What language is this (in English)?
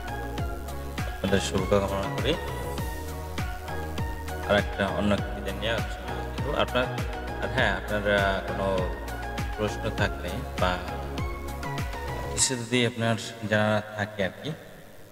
Bangla